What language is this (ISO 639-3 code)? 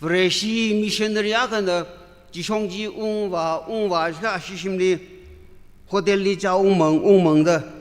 nmf